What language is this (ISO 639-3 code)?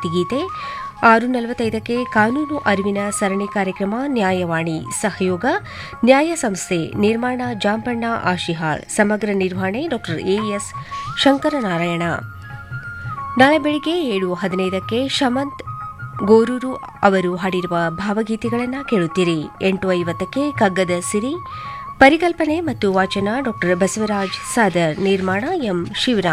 kan